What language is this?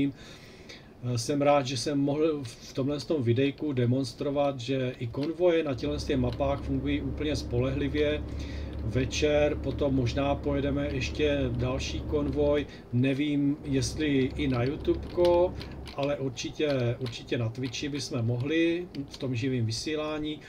Czech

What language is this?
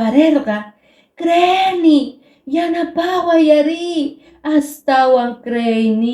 Quechua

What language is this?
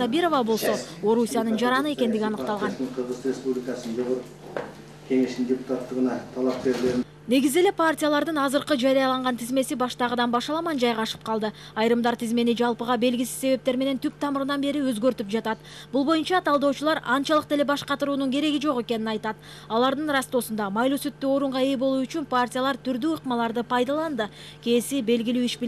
Kyrgyz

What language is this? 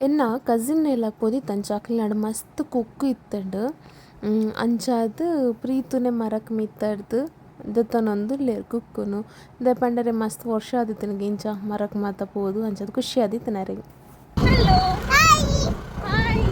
Tulu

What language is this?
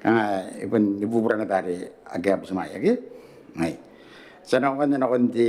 Gilbertese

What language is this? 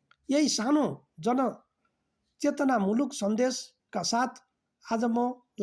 Nepali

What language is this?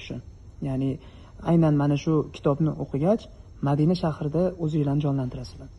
Uzbek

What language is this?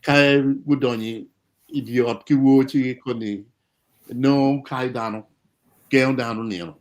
Acoli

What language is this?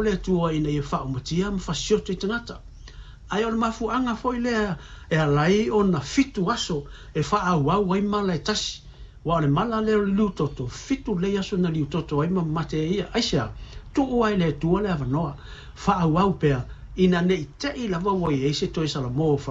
Samoan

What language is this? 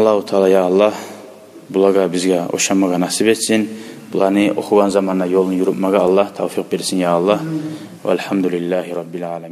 Kumyk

